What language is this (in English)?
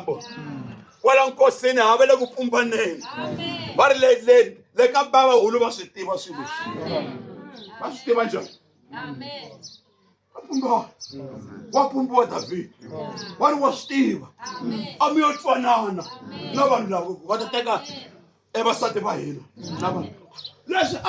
Tsonga